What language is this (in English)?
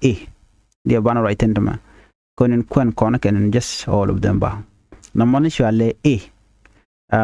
Nuer